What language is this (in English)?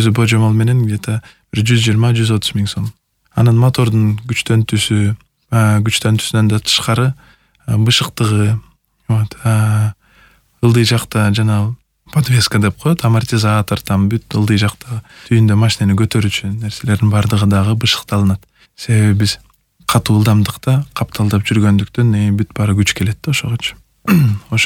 Kyrgyz